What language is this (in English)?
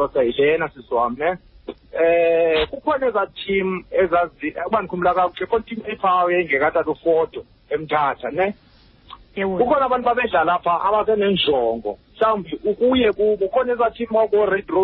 Xhosa